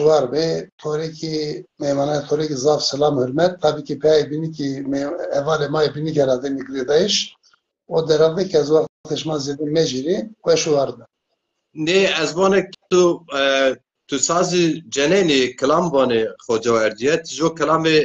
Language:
Zaza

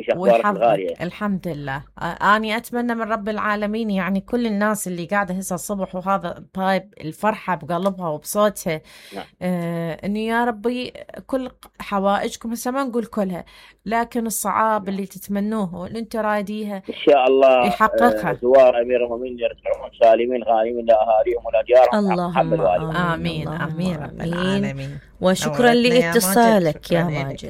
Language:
Mesopotamian Arabic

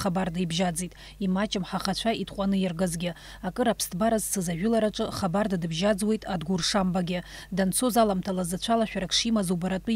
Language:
Abkhazian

